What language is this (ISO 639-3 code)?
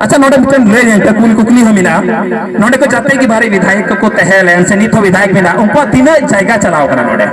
sat